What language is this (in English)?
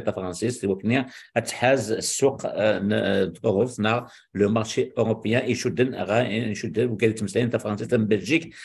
Kabyle